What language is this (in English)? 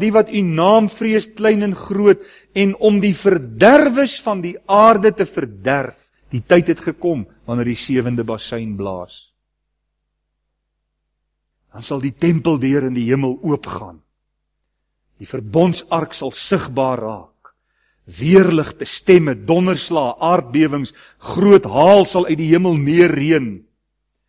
Afrikaans